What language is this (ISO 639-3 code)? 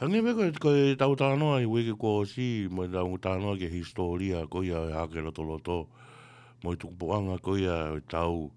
ton